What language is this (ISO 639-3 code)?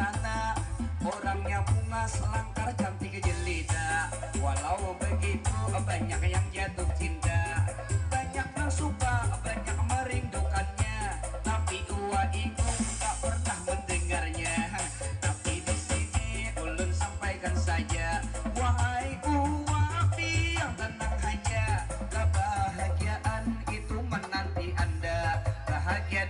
bjn